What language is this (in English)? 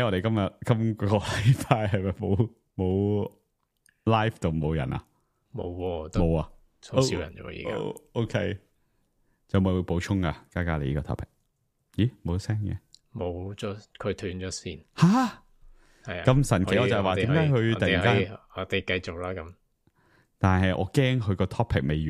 Cantonese